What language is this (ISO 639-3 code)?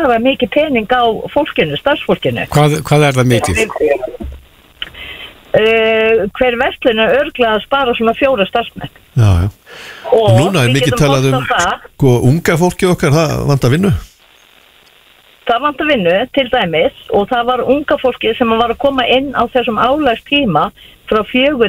isl